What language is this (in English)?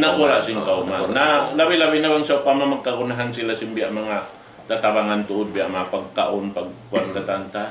Tausug